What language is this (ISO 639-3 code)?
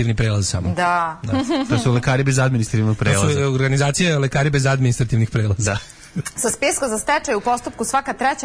srp